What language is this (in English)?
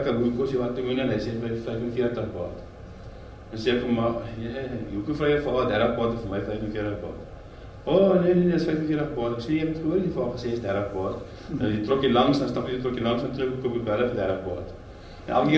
Afrikaans